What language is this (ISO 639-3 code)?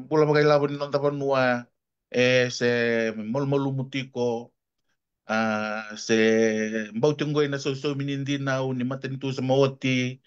fij